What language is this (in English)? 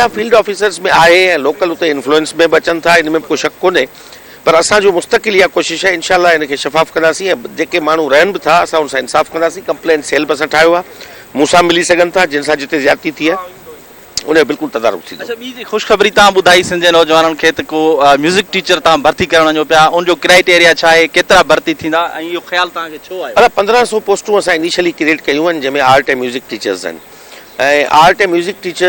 Sindhi